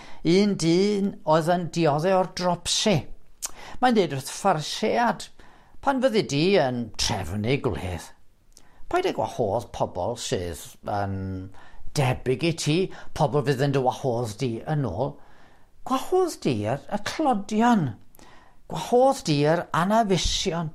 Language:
Welsh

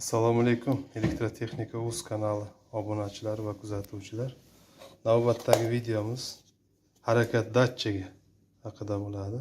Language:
Uzbek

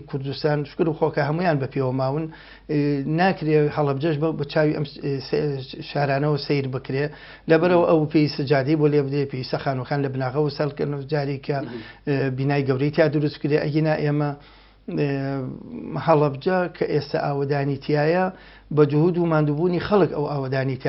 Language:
Central Kurdish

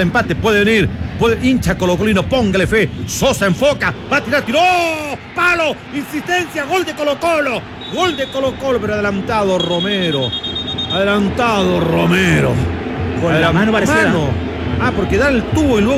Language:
Spanish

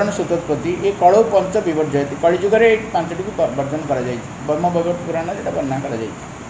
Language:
Odia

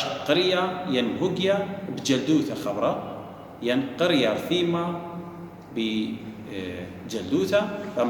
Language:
Assyrian Neo-Aramaic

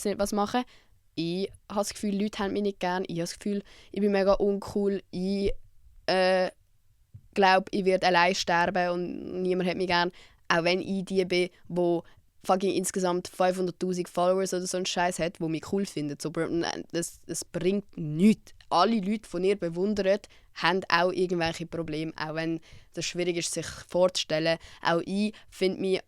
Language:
Swiss German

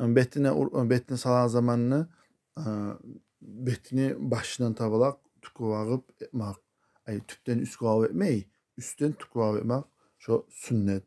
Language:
Kumyk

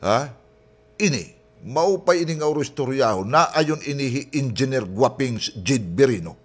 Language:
Waray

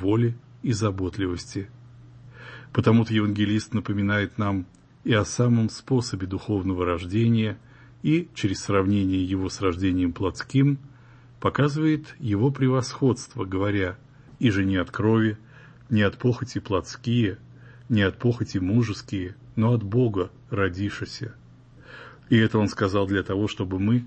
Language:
Russian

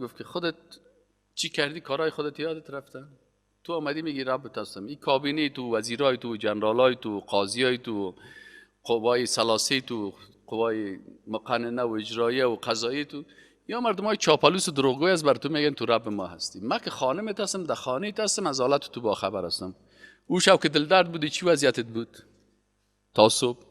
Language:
Persian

